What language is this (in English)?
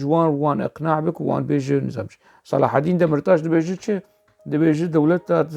Kurdish